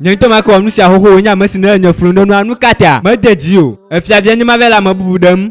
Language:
Ewe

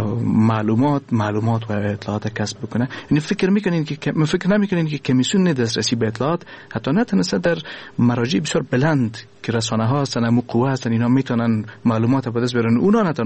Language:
Persian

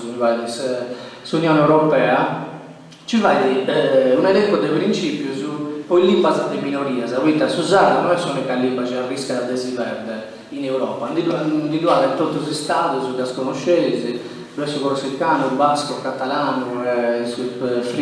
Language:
Sardinian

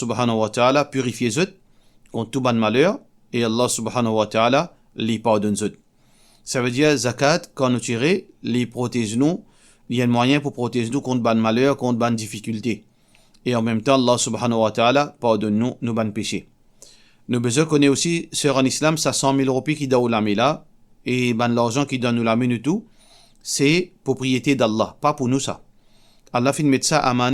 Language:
Morisyen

